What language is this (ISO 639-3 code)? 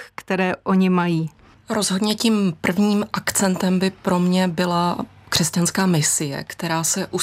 ces